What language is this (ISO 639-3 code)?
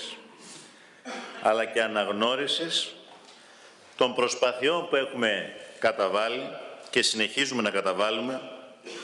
ell